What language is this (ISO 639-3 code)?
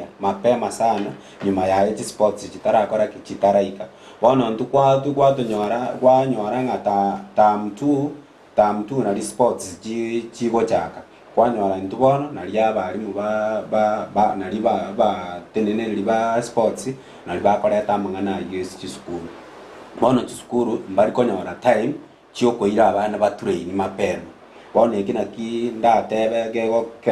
guz